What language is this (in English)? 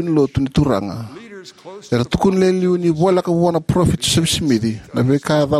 Fijian